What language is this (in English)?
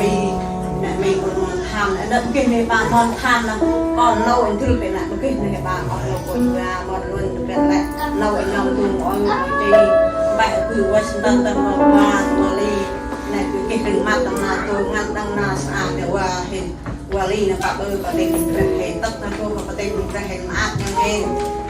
Central Mnong